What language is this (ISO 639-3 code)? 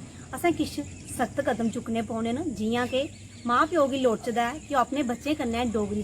doi